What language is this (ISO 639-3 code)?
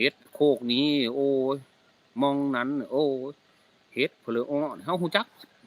tts